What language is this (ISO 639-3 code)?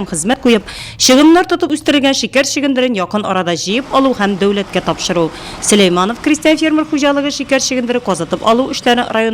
tat